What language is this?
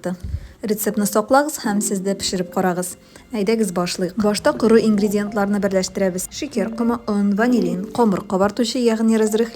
Tatar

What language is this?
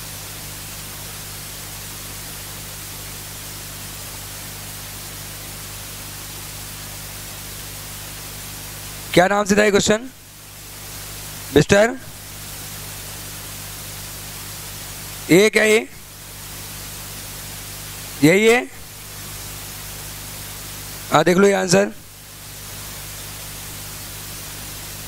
Hindi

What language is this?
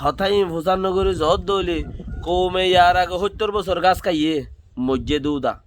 Rohingya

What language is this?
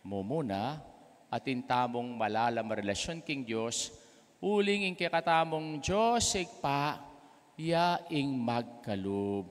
Pampanga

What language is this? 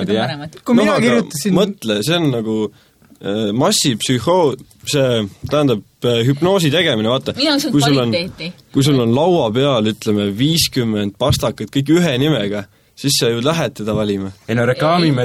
Estonian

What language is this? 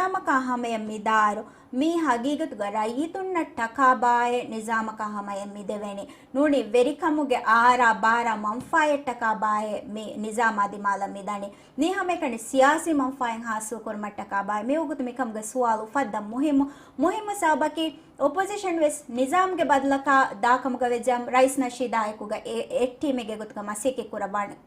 Divehi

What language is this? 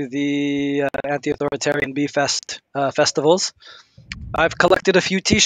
English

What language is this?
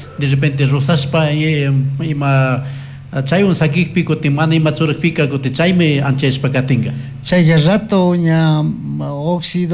Chimborazo Highland Quichua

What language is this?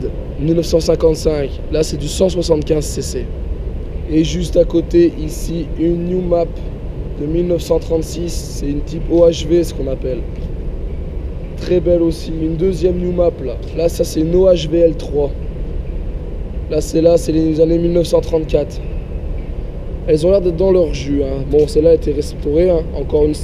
French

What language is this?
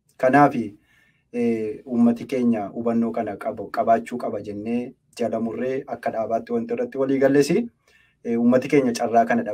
Oromo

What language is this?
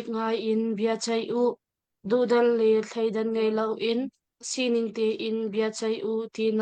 Hakha Chin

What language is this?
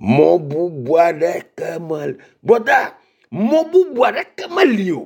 Ewe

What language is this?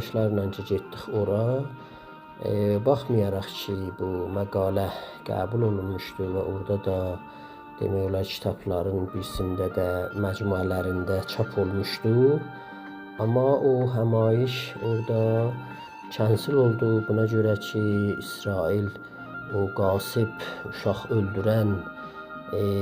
South Azerbaijani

